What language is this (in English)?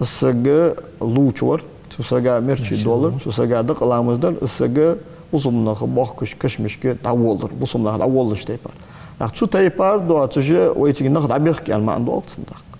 Ingush